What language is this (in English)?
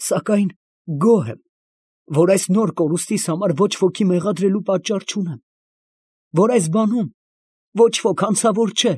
Armenian